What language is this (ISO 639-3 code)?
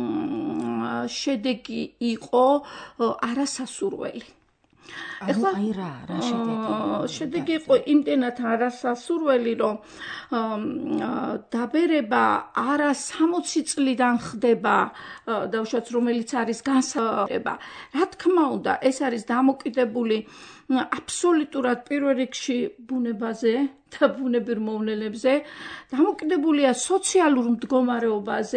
kat